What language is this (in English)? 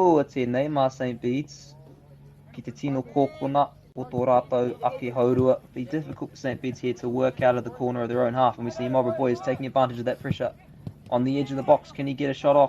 Māori